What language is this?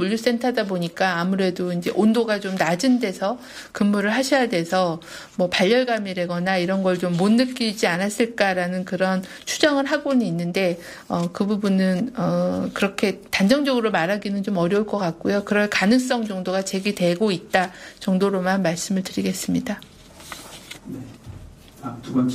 Korean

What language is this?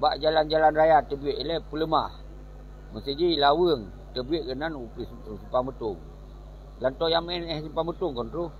Achinese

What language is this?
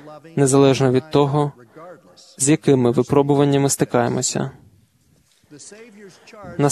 Ukrainian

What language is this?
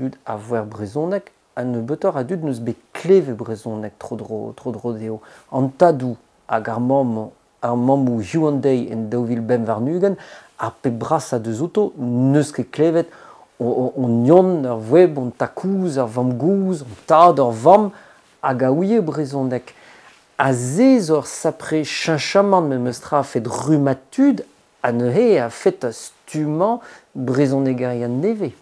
Breton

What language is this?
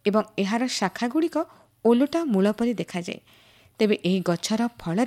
Odia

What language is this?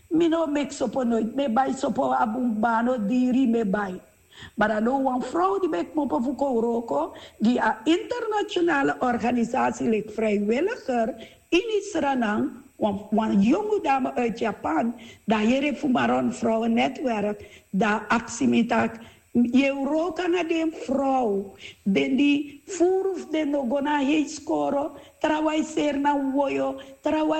Sranan Tongo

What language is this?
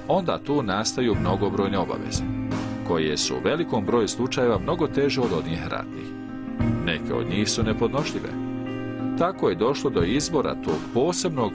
Bosnian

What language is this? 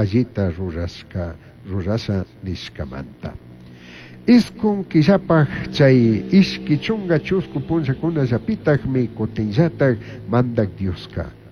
Chimborazo Highland Quichua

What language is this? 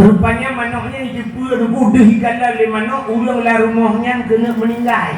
Achinese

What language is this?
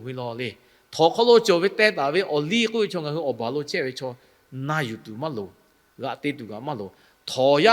Lahu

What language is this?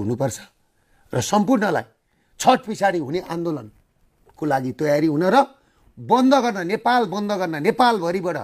Nepali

